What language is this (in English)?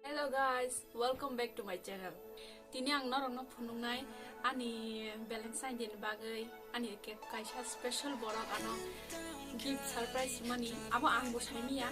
Kok Borok